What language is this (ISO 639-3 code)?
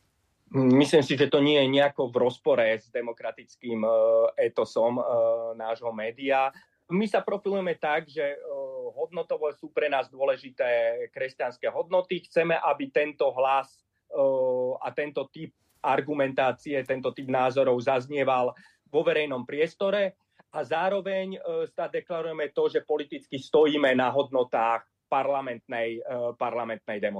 slk